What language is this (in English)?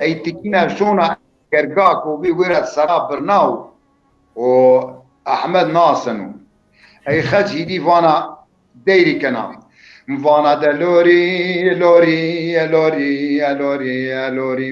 Zaza